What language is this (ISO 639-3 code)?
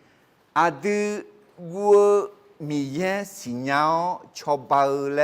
ahk